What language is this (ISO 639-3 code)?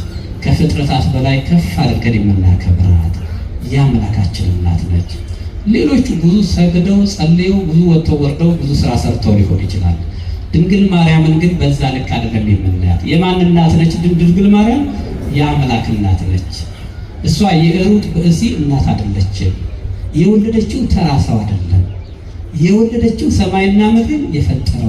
amh